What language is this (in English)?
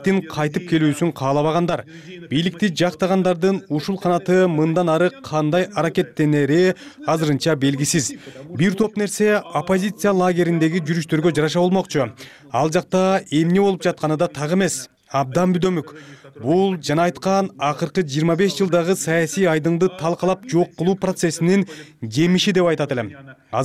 Kyrgyz